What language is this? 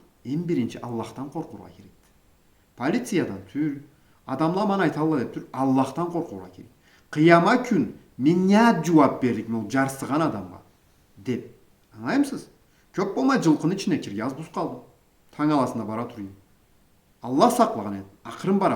Karachay-Balkar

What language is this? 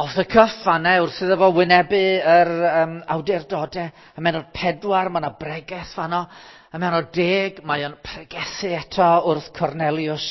Welsh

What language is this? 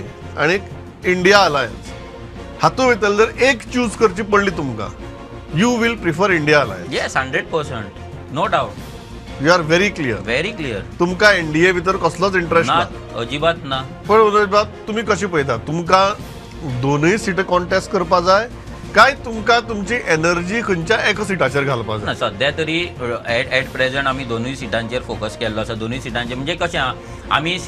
Konkani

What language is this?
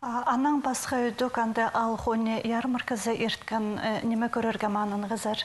Khakas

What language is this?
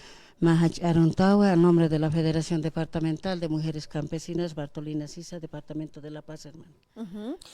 Aymara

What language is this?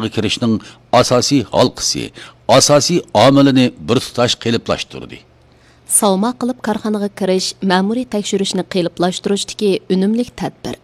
Uyghur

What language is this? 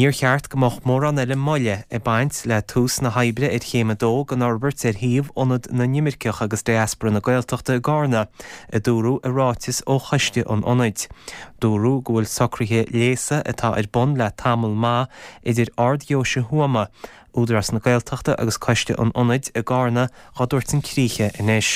Irish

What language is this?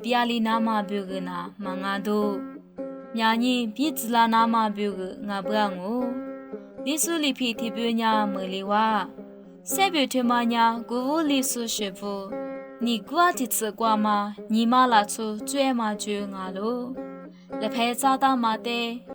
Lisu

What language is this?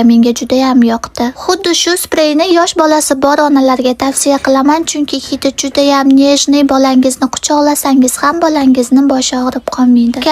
Uzbek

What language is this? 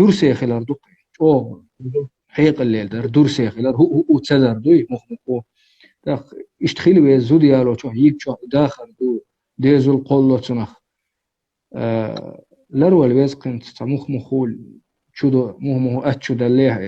Chechen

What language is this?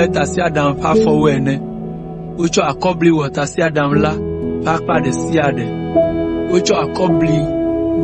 Ewe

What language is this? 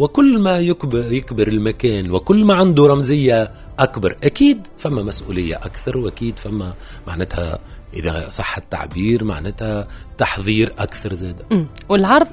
Tunisian Arabic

